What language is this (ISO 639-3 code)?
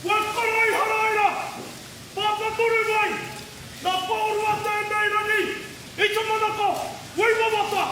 mri